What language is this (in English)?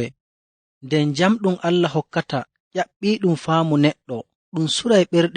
Nigerian Fulfulde